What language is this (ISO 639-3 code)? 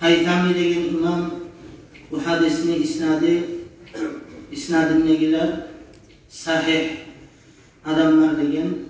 kum